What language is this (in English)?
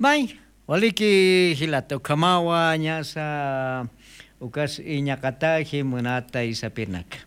Aymara